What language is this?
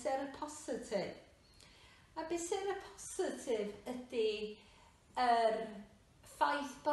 Welsh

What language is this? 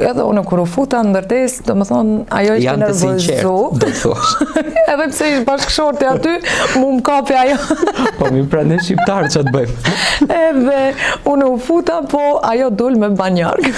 Albanian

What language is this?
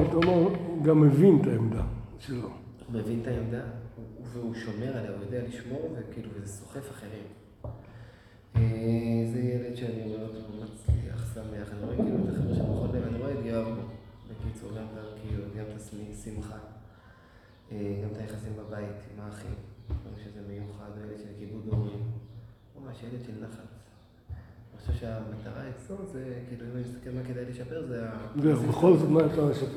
Hebrew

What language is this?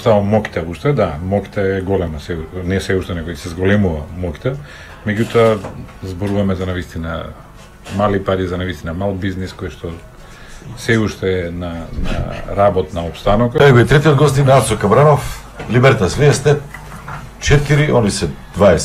Macedonian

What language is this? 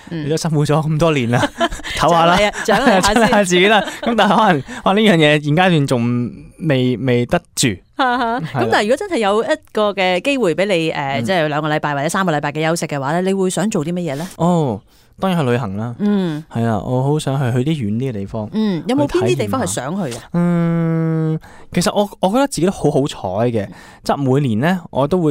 Cantonese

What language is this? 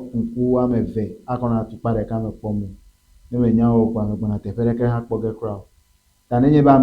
Ewe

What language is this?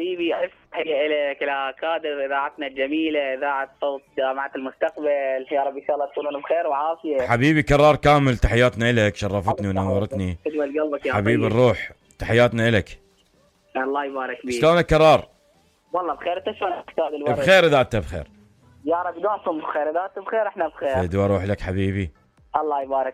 Mesopotamian Arabic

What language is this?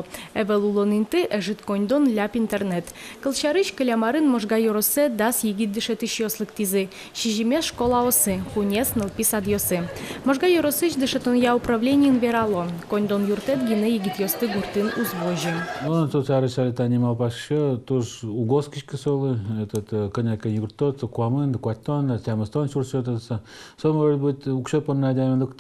Udmurt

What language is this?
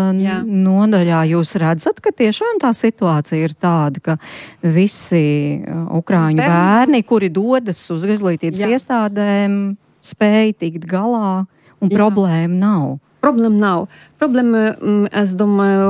Latvian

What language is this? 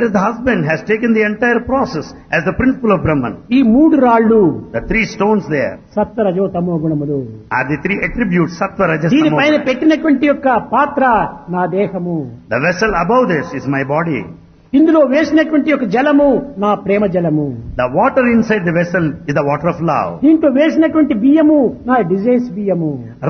Telugu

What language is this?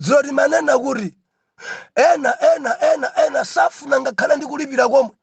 Nyanja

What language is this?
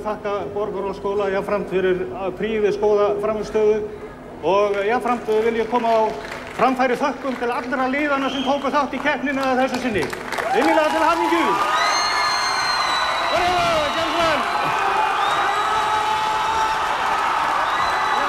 Icelandic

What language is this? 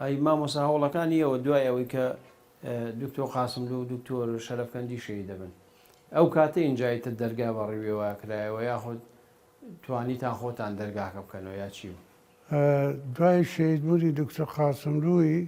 Central Kurdish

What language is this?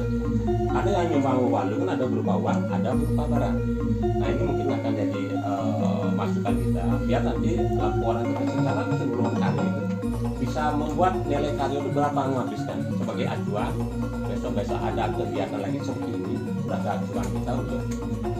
Balinese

